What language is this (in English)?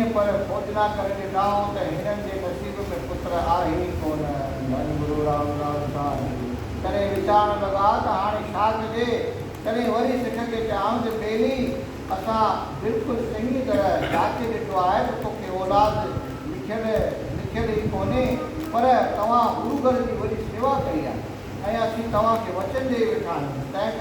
Sindhi